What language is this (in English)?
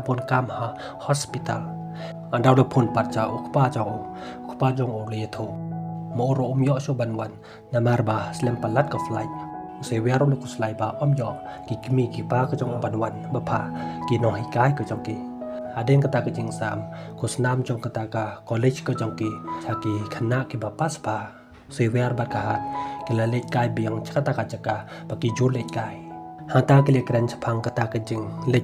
Khasi